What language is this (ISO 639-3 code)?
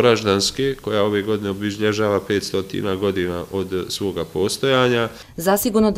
bos